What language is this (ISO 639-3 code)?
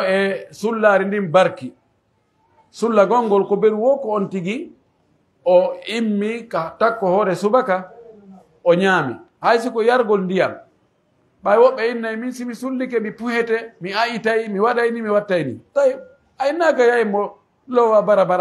fuf